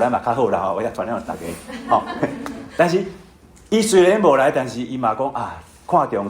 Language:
Min Nan Chinese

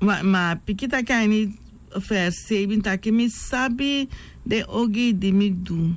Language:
Sranan Tongo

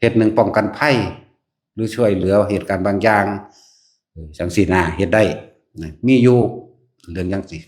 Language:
Northeastern Thai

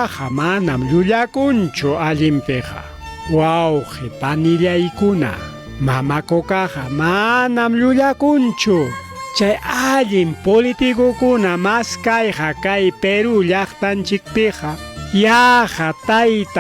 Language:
Ayacucho Quechua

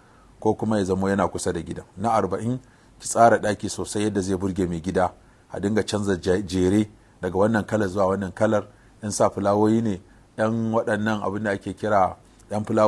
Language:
Hausa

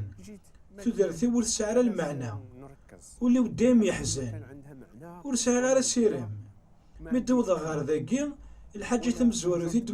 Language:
Kabyle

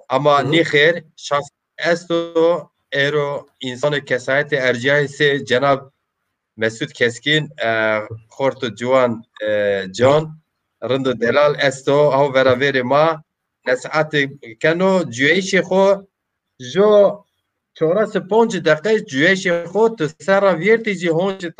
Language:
Zaza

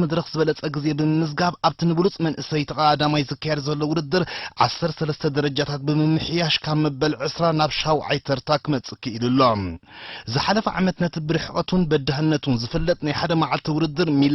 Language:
Tigrinya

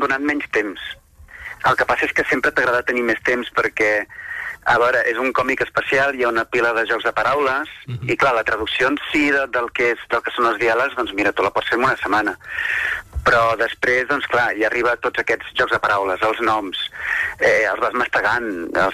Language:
Catalan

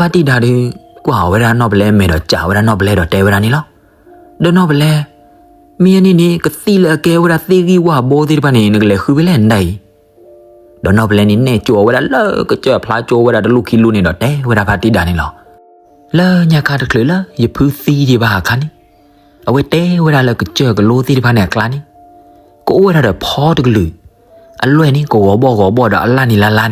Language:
S'gaw Karen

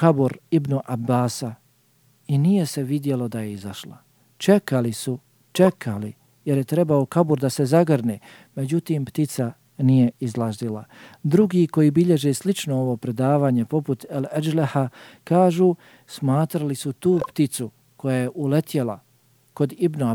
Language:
Bosnian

